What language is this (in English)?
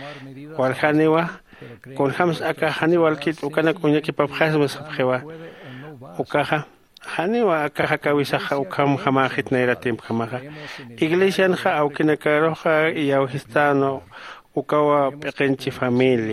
Aymara